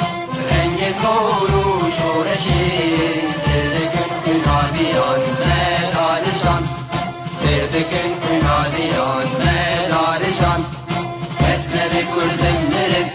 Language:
Kurdish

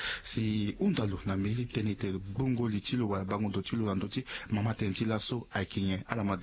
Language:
Sango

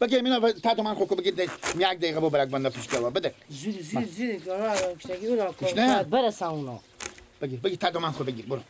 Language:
Persian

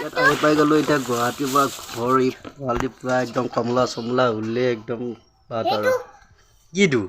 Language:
Assamese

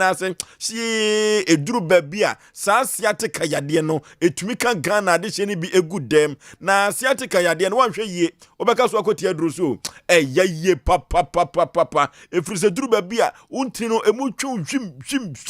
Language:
Akan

